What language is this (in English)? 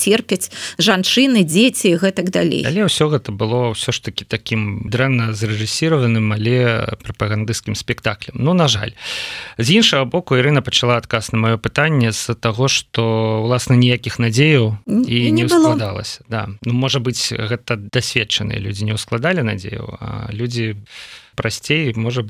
Belarusian